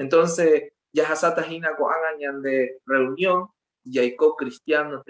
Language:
Guarani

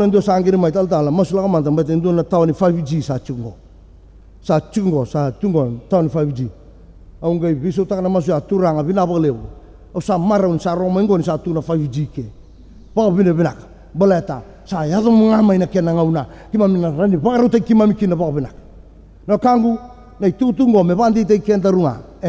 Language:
Fijian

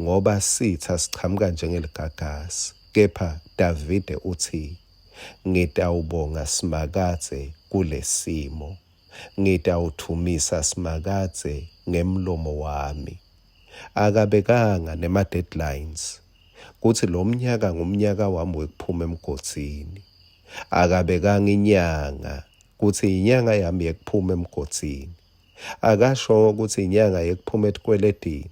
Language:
Swati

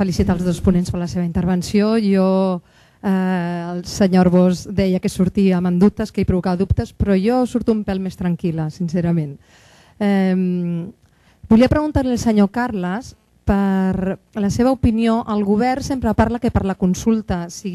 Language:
Catalan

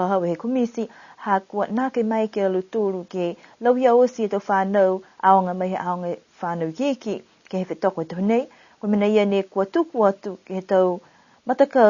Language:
Niuean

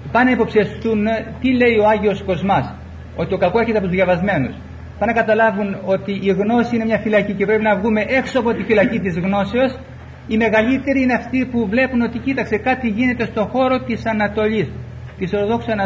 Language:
Greek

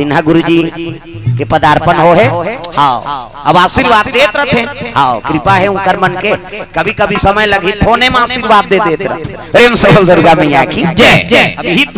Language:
Chhattisgarhi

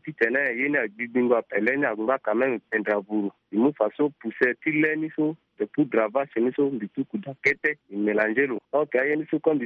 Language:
Sango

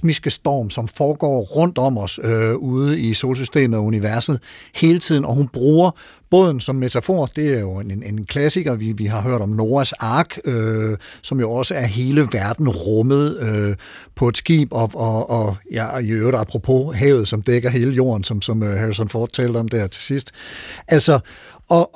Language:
Danish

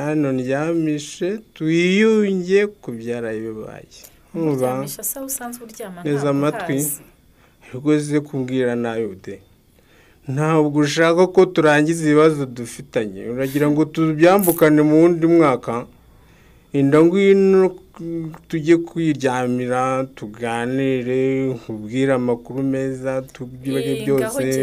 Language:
Kinyarwanda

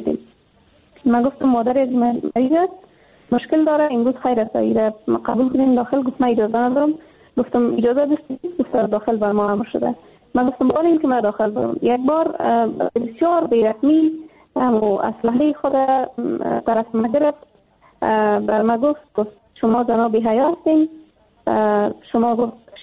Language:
Persian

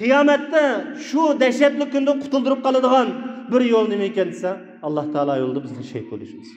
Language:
Uyghur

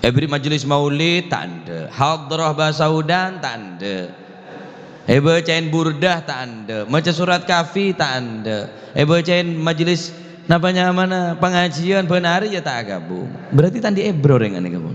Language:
Madurese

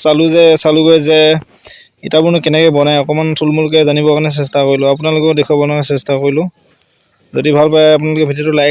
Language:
Assamese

